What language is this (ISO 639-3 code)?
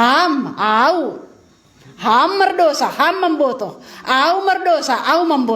bts